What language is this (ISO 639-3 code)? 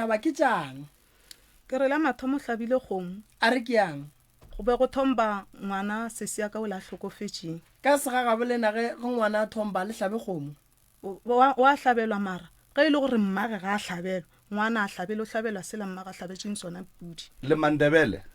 nso